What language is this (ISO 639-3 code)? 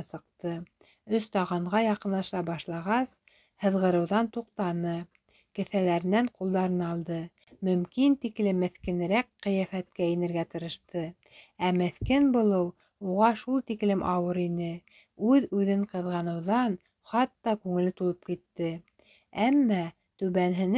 bak